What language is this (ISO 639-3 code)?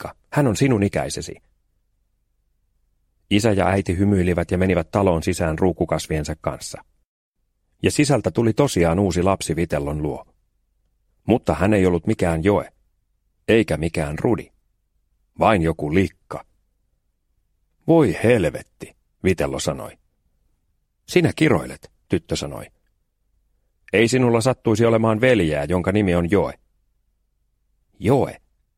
fin